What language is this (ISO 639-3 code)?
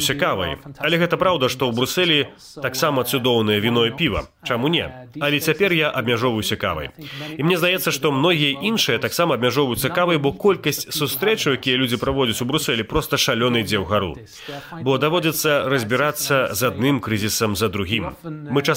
bel